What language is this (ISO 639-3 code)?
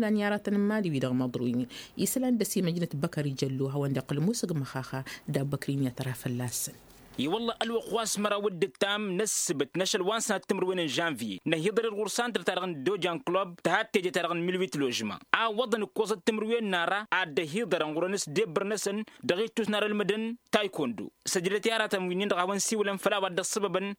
taq